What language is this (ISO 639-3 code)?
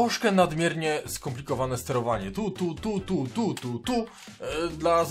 pol